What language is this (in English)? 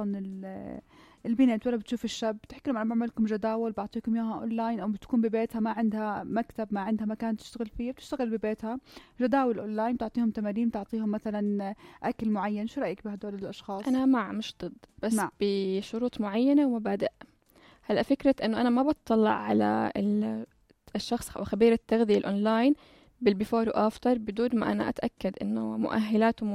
North Levantine Arabic